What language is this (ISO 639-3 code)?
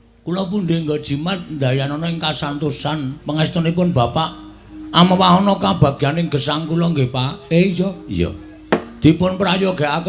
jav